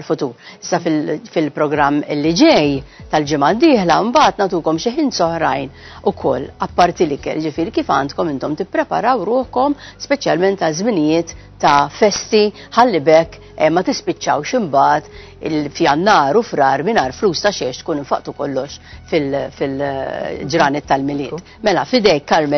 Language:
Maltese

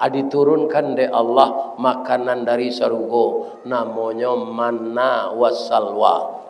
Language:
Minangkabau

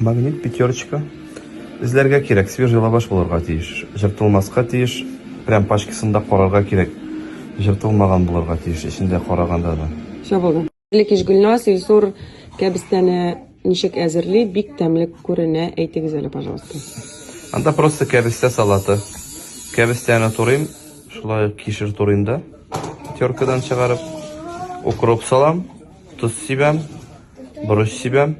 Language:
Tatar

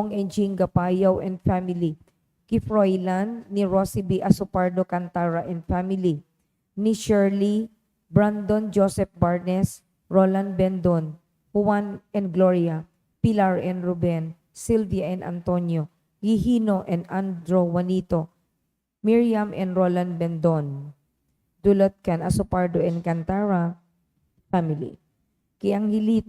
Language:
Bikol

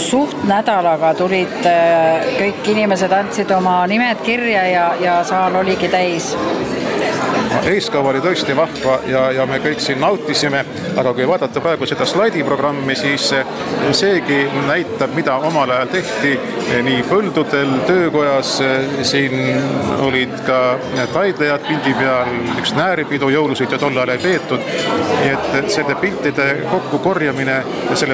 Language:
Estonian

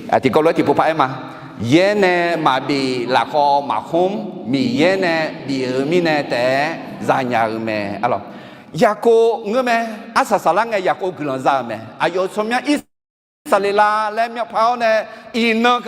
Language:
Akha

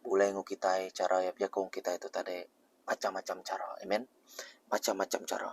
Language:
Iban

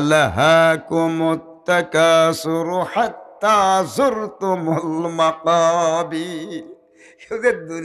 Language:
Sylheti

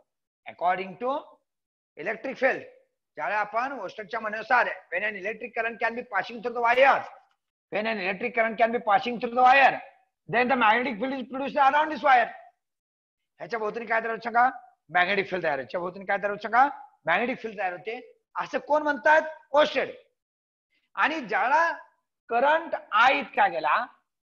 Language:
Marathi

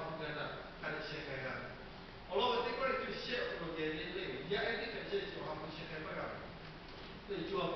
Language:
Lahu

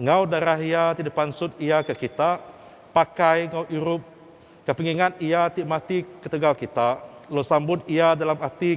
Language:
Iban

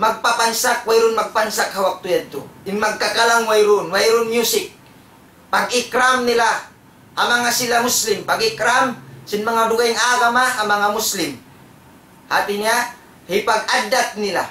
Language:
Tausug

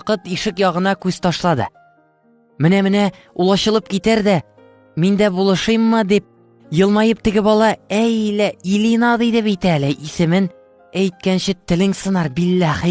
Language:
Tatar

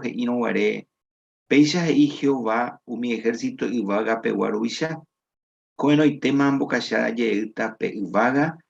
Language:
Guarani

